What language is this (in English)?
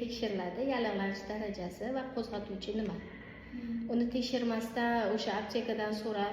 Uzbek